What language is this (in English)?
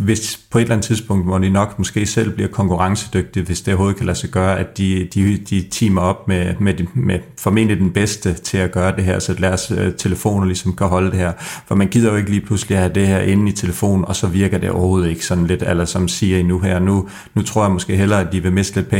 Danish